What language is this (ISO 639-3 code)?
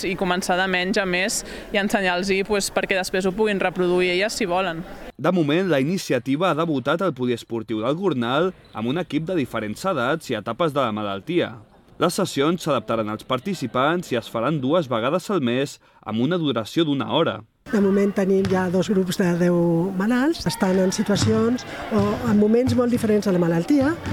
cat